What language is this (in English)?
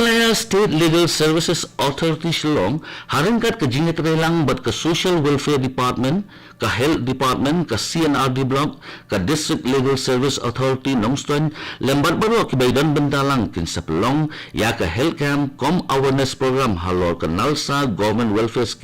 Khasi